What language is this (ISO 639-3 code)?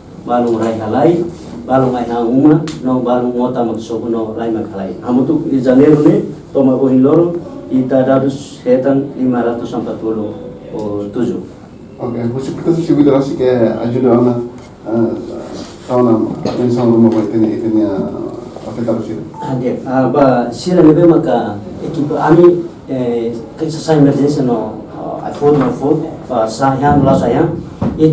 tet